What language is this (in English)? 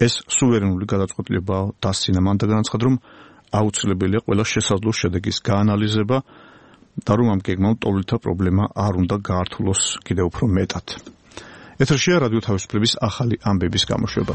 Georgian